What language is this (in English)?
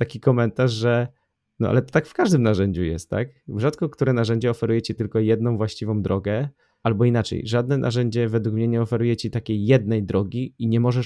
Polish